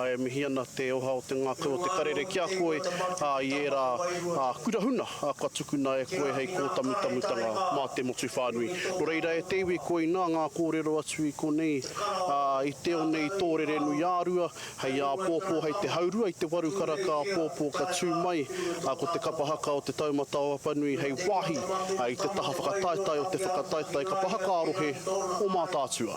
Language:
Māori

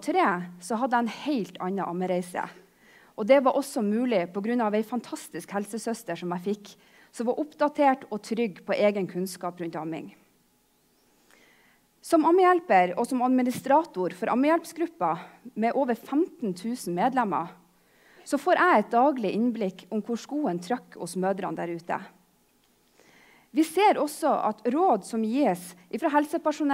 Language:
Norwegian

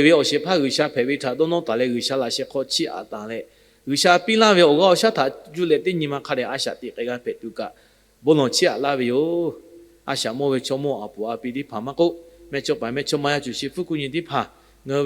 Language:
Lahu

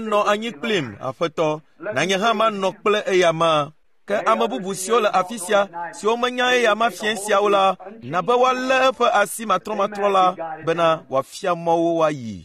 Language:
Ewe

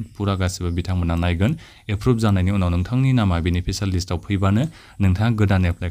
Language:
Bodo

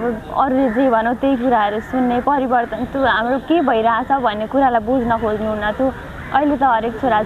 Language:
Nepali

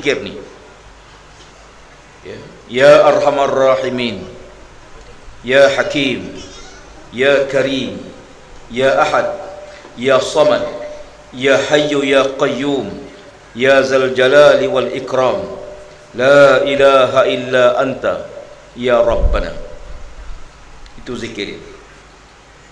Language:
Malay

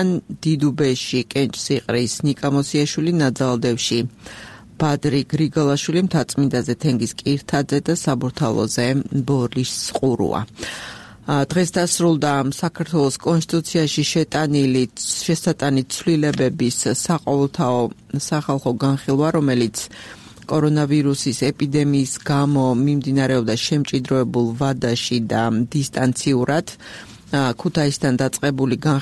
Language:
Georgian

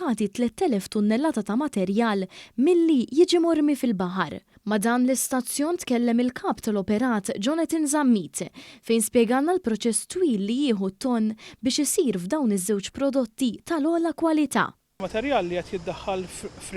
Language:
Maltese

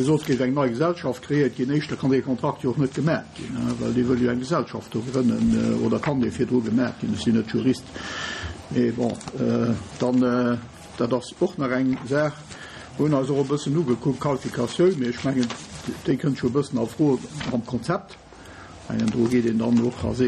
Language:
Luxembourgish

